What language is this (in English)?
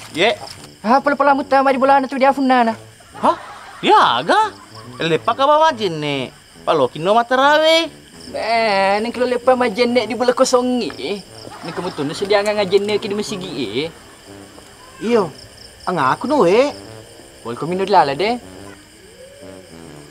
Malay